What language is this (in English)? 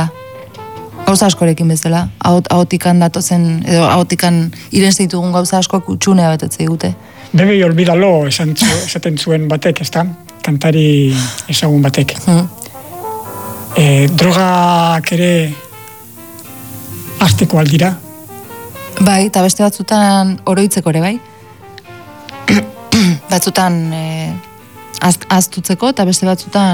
Basque